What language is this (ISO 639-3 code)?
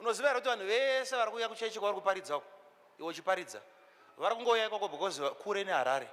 sna